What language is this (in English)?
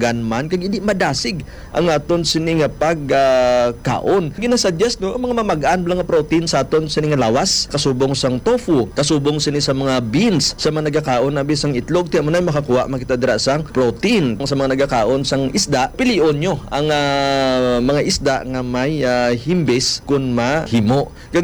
Hiligaynon